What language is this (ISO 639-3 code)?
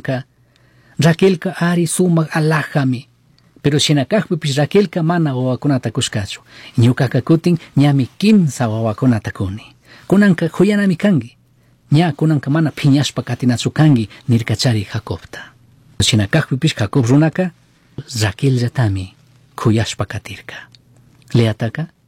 qug